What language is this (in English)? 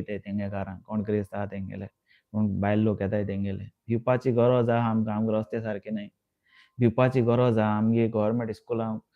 Konkani